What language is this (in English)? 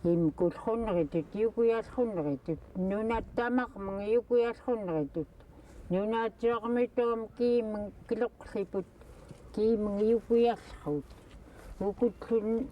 Central Yupik